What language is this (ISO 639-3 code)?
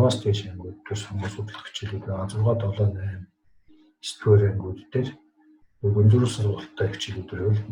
mon